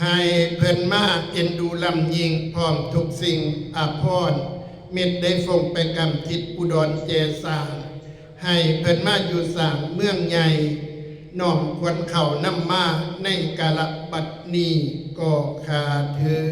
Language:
Northeastern Thai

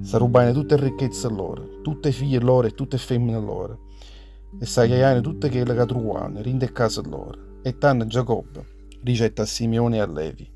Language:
Neapolitan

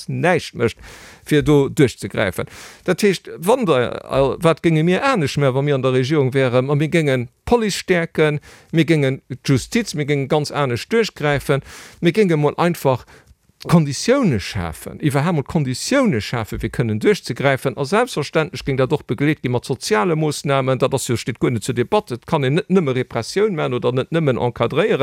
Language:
Luxembourgish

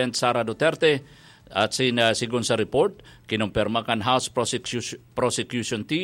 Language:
Bikol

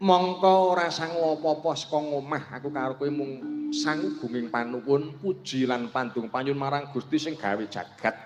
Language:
Javanese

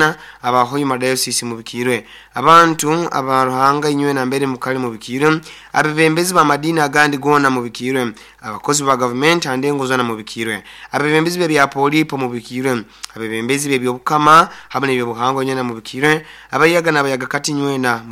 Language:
Nyoro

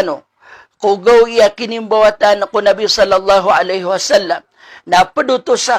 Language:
Maranao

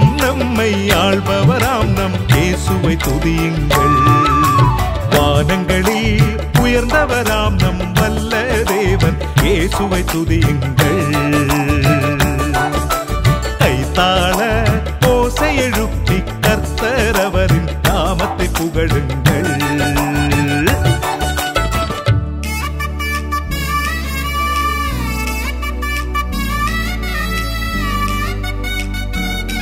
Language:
Tamil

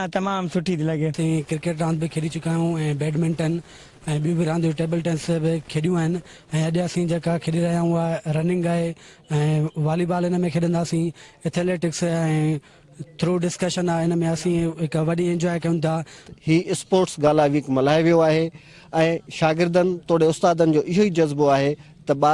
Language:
Sindhi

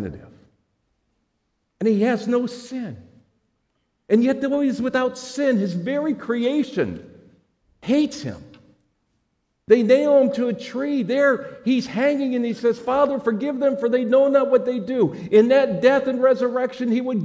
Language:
English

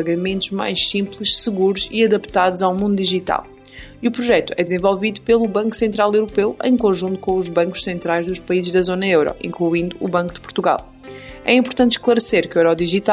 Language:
Portuguese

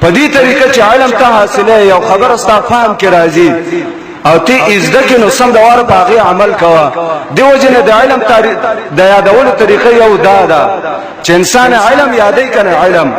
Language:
Pashto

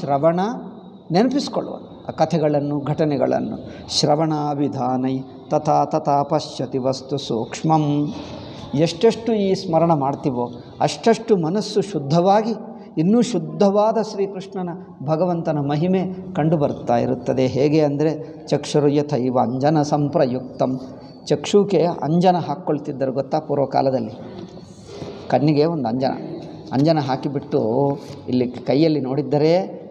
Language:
Kannada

